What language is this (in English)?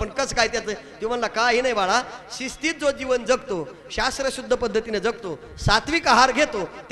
Marathi